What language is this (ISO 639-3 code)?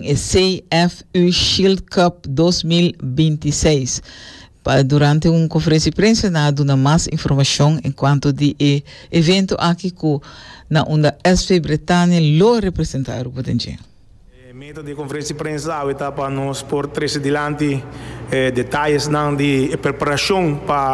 pap